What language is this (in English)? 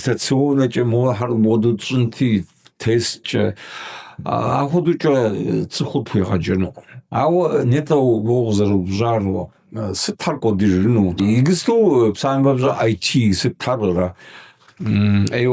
Kabardian